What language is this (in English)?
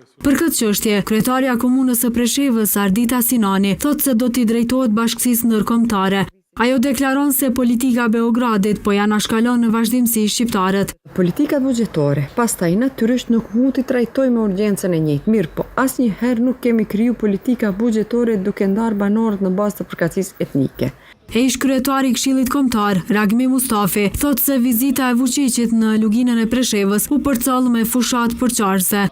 Albanian